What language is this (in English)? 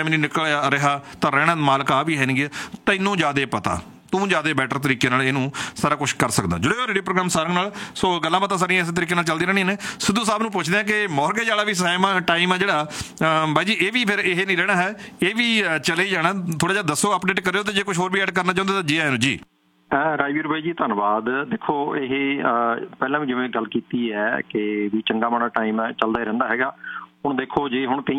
Punjabi